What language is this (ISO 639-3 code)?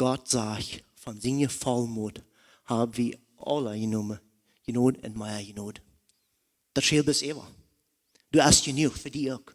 pdt